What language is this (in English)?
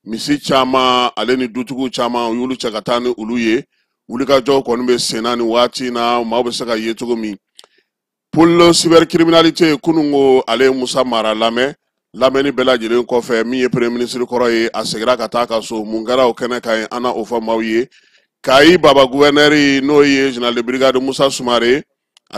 Bambara